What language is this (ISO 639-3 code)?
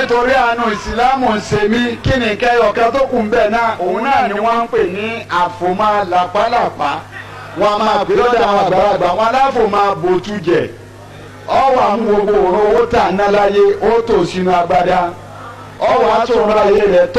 yor